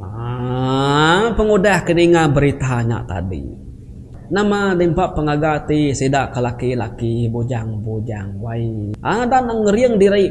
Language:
Iban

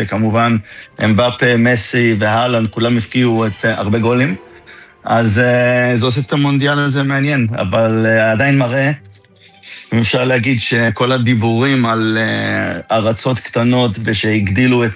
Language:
Hebrew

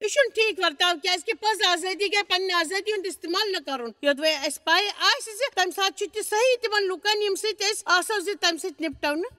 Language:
Kashmiri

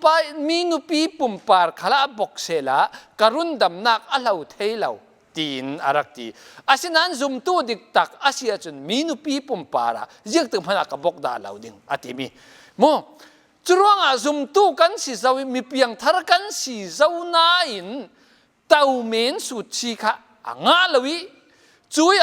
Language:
Falam Chin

